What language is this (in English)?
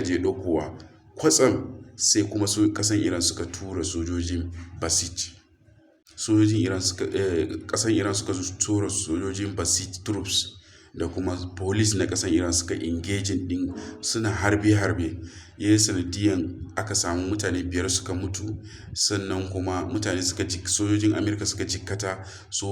Hausa